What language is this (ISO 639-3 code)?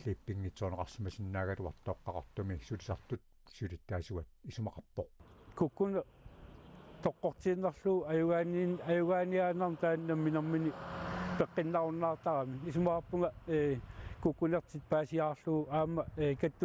kal